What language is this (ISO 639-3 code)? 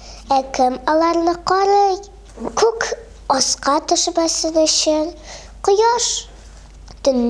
tat